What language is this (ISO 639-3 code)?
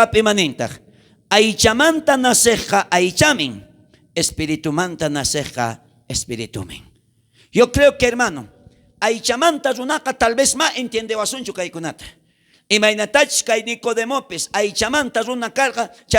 quh